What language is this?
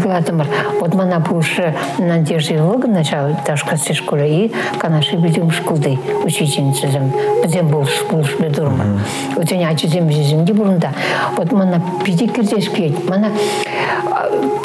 Chuvash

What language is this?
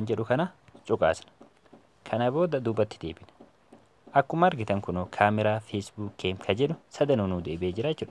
Oromo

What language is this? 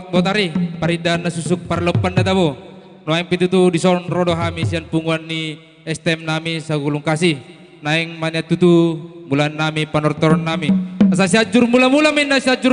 Batak Simalungun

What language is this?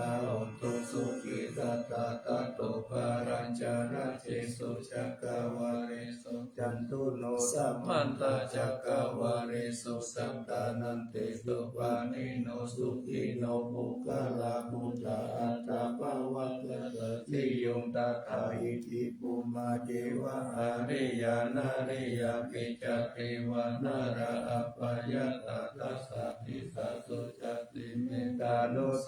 Pali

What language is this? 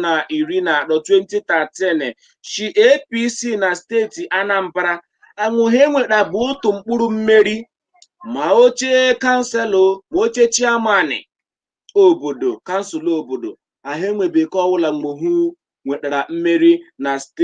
Igbo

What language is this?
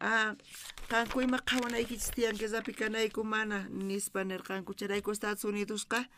South Bolivian Quechua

